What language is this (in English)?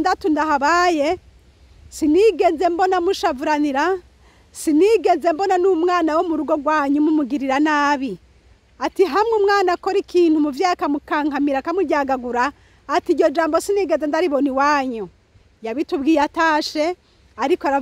Rundi